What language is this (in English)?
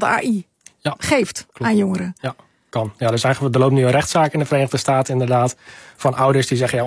Dutch